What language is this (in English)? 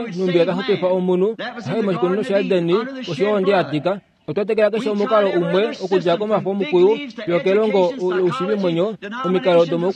Kuanyama